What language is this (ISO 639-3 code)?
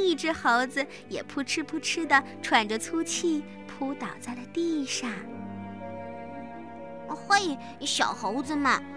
zho